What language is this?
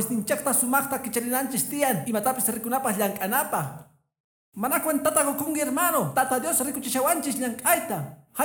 Quechua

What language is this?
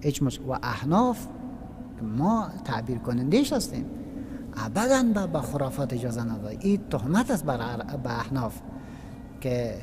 Persian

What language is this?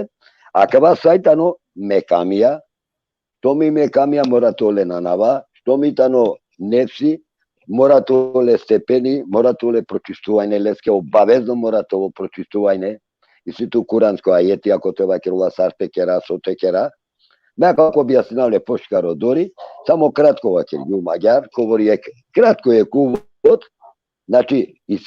Balkan Romani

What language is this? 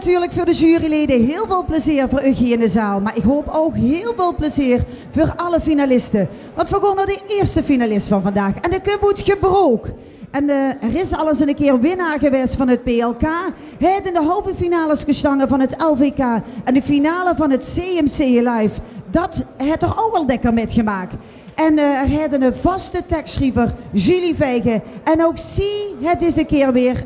Limburgish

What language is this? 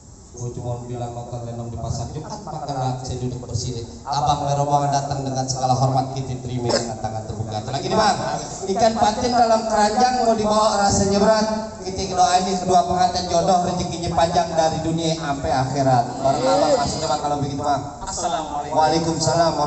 Betawi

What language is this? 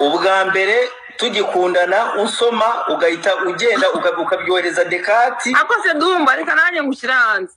Kinyarwanda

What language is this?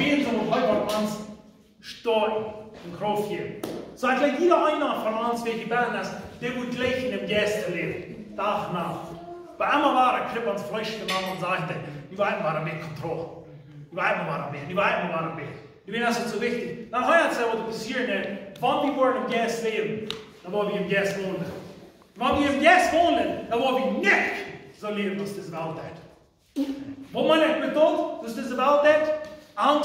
Plautdietsch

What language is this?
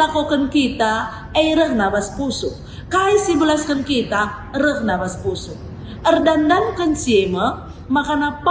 Batak Karo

